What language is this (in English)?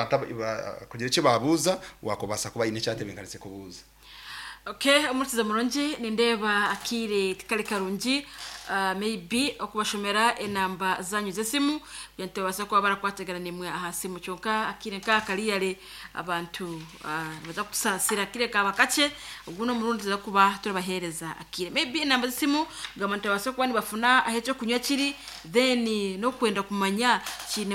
Nyankole